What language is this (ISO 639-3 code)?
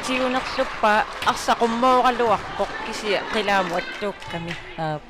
kal